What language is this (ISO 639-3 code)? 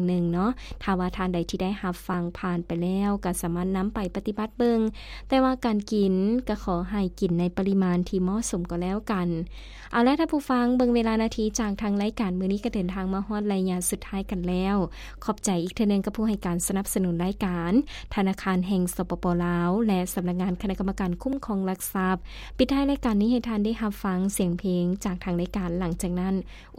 lao